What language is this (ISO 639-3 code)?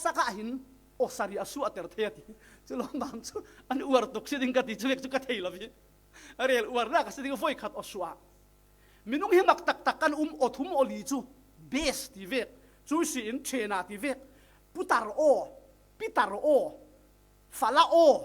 cfm